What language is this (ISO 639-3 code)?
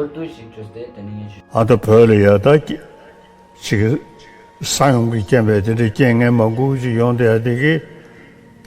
lbj